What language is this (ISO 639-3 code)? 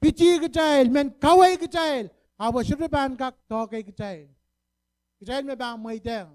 pon